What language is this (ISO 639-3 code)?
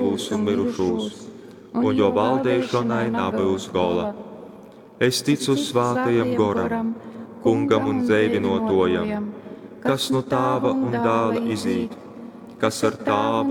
ltg